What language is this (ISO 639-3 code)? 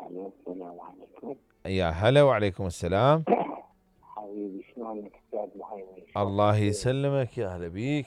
acm